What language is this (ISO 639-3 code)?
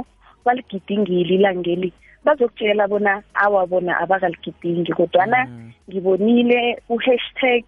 nbl